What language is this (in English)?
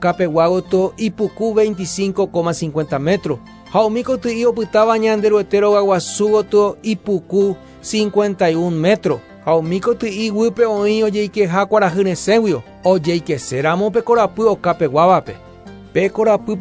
Guarani